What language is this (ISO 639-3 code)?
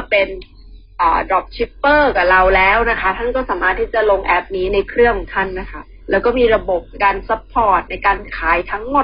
tha